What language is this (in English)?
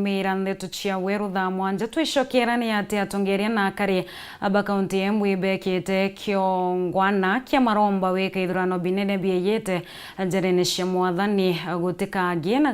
Meru